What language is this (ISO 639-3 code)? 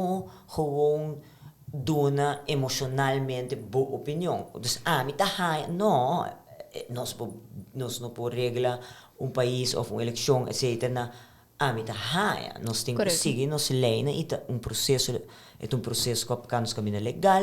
pap